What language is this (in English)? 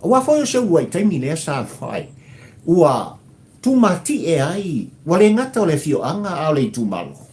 Samoan